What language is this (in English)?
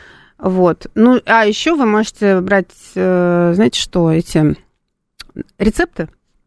Russian